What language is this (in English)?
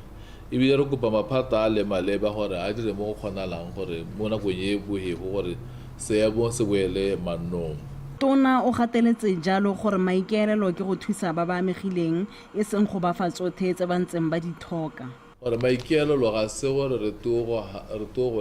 Tswana